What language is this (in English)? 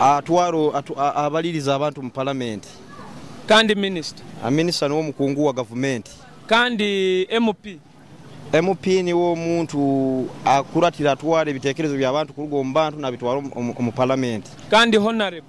Nyoro